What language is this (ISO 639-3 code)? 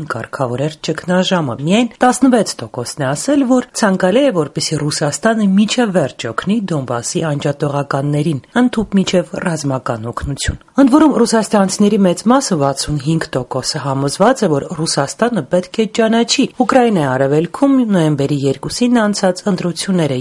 hye